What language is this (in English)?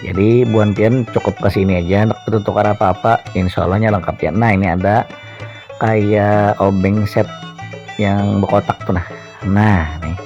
Banjar